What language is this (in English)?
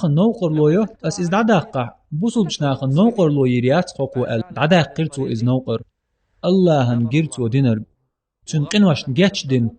Chechen